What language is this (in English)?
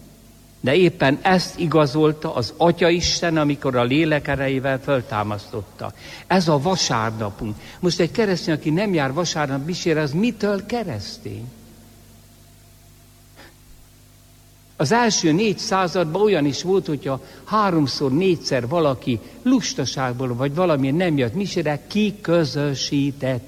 Hungarian